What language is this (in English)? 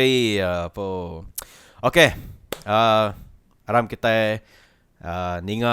Iban